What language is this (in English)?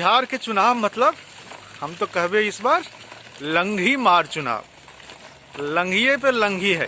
Magahi